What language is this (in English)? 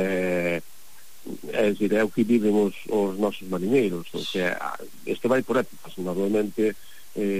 Galician